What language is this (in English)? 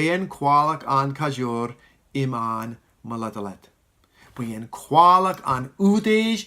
Marshallese